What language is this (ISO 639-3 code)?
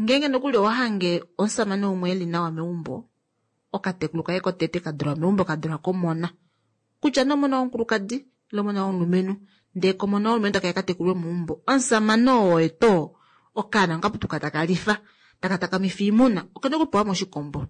kua